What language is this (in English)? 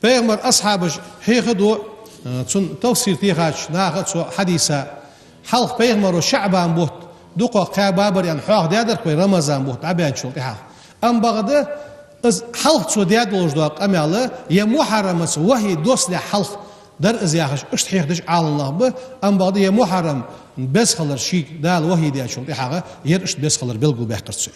Ingush